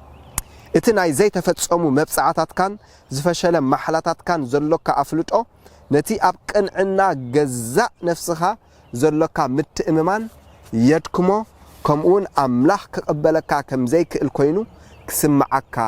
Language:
Tigrinya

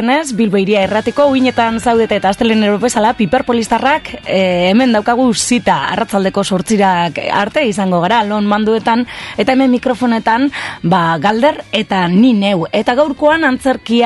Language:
Basque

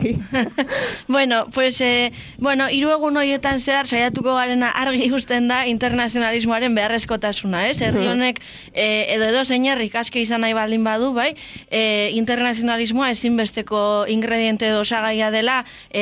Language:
Basque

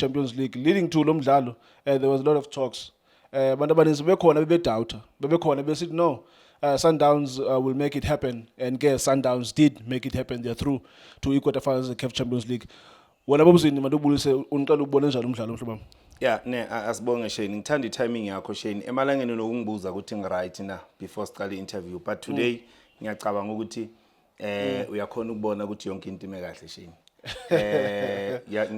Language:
Zulu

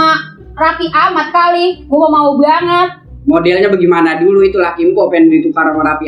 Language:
Betawi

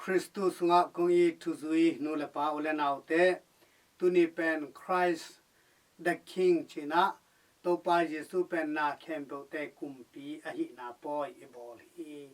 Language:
Tedim Chin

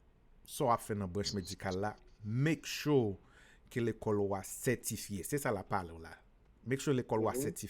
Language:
Haitian Creole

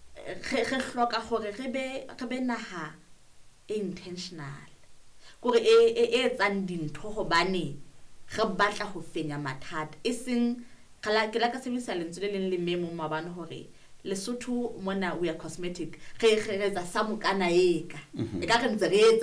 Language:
Southern Sotho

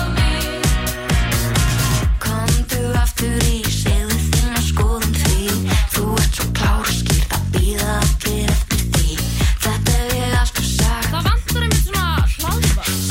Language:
Icelandic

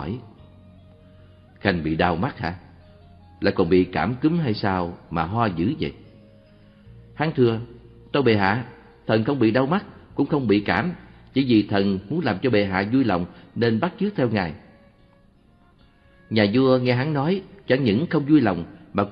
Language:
Vietnamese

